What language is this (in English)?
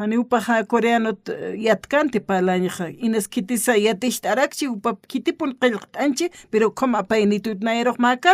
Aymara